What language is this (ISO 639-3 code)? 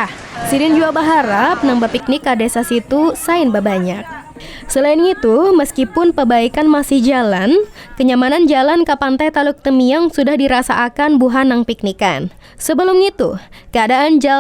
bjn